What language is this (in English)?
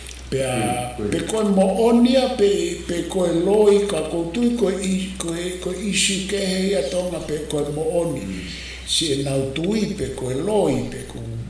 Tongan